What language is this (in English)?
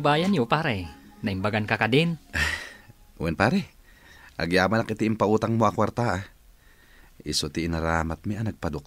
Iloko